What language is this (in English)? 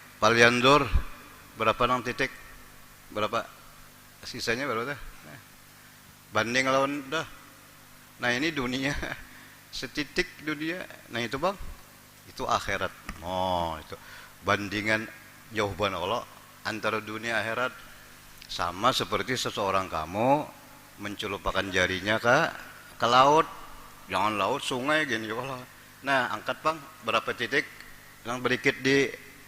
Banjar